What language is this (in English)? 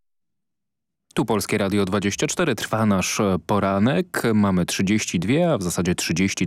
Polish